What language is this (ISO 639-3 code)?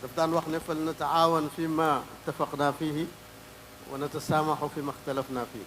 wol